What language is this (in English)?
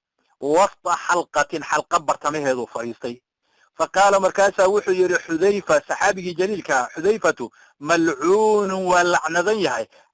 Somali